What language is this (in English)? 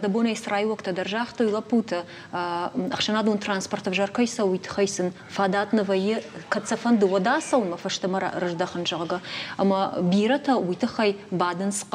Ossetic